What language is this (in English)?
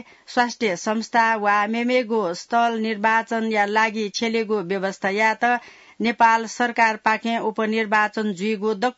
Newari